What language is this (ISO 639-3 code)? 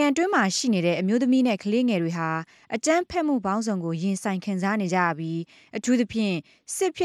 mya